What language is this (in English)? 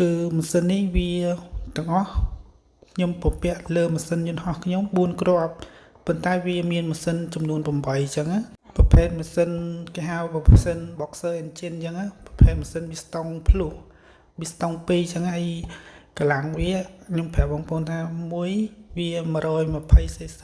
Khmer